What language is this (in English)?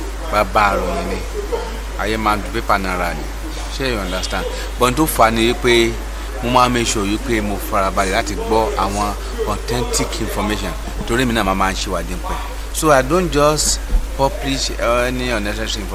Yoruba